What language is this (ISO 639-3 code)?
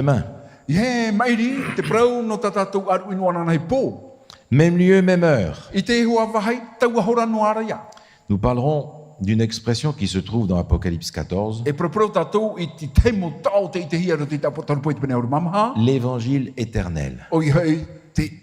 tah